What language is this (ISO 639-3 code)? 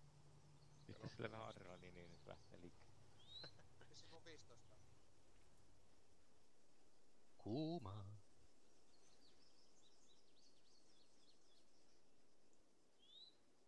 fin